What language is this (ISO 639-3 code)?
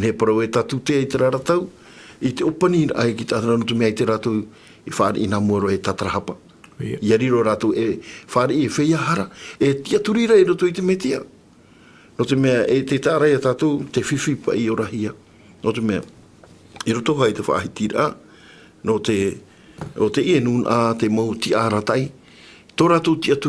tah